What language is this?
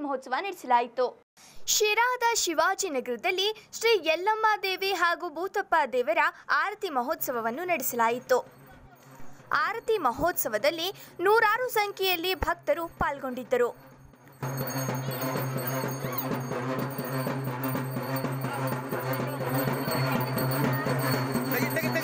Kannada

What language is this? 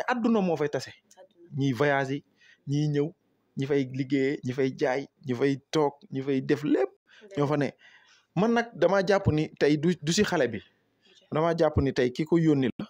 Wolof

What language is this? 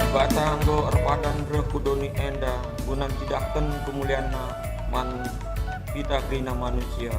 Batak Karo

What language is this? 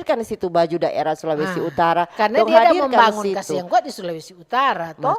Manado Malay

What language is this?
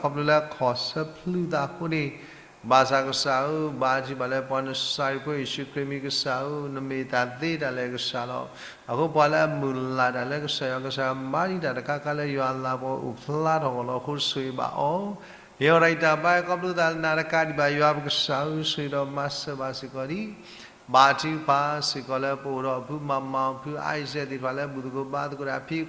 S'gaw Karen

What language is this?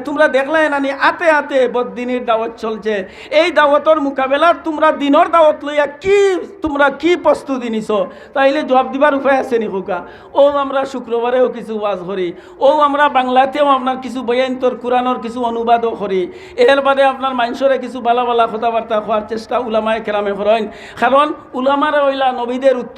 Sylheti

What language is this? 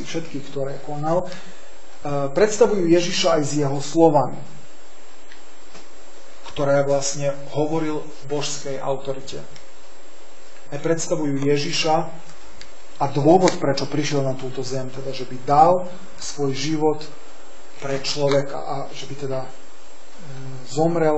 Slovak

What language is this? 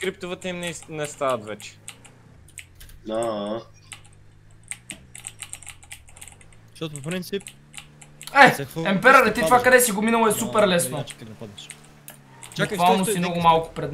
Bulgarian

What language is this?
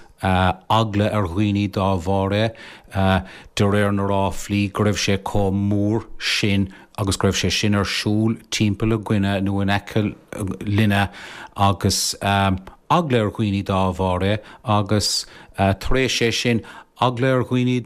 Irish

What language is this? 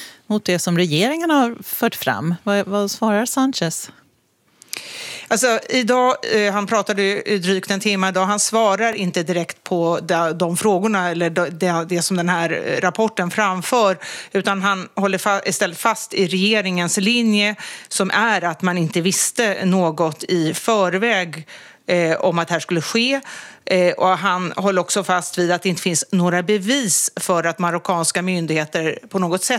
Swedish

